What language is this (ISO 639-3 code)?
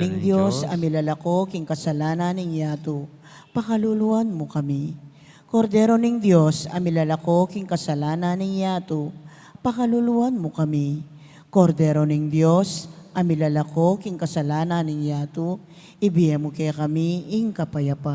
pam